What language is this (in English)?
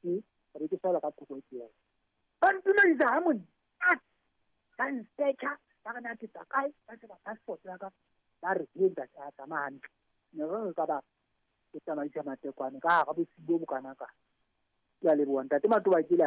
Southern Sotho